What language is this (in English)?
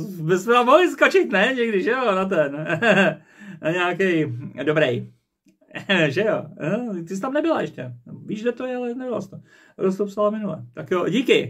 Czech